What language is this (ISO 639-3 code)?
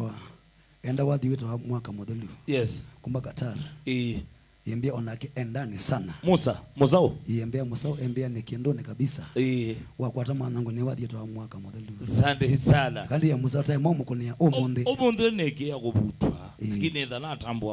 kam